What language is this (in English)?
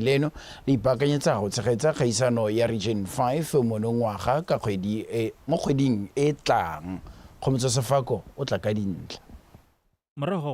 Tswana